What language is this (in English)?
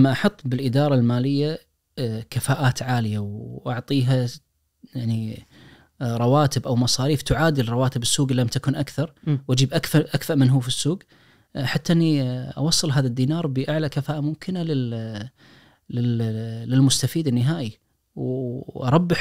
Najdi Arabic